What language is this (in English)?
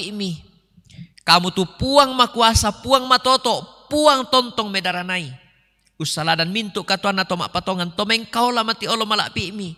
Toraja-Sa'dan